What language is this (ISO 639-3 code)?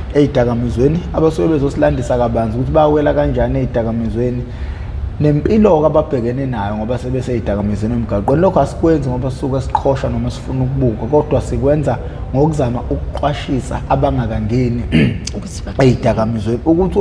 zul